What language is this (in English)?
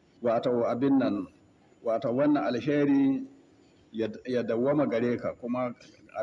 Hausa